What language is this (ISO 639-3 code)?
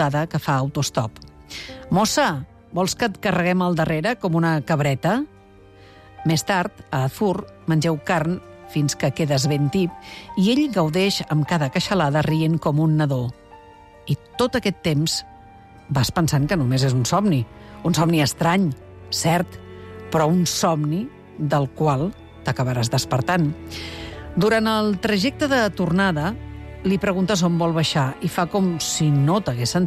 cat